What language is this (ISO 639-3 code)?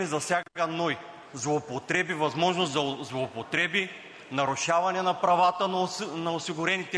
bul